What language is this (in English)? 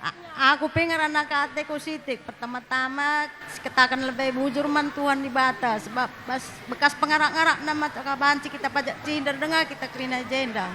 Batak Karo